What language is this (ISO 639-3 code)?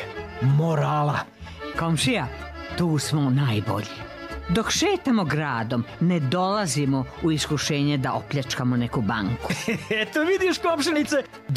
srp